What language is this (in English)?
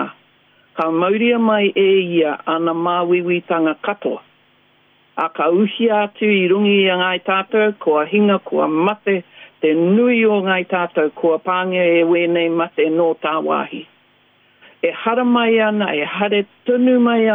Māori